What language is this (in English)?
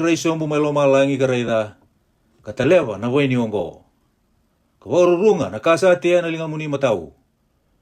Fijian